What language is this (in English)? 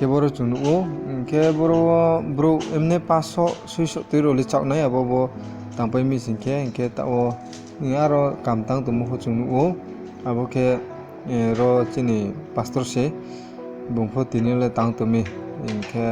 Riang (India)